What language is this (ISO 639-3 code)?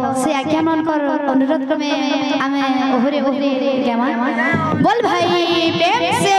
bho